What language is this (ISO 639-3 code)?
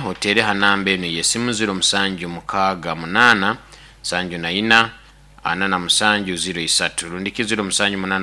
nyo